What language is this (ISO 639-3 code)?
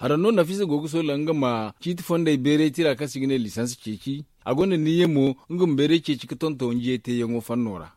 dje